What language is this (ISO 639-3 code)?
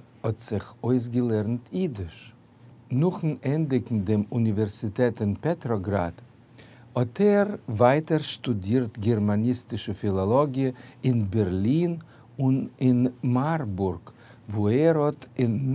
yid